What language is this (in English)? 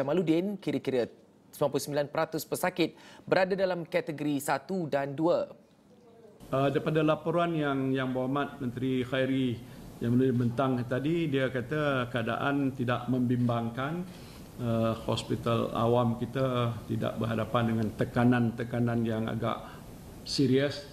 Malay